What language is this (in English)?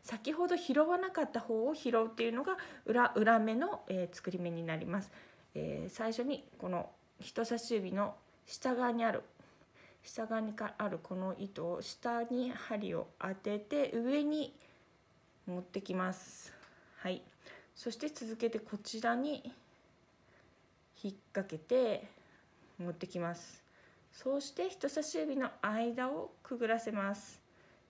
Japanese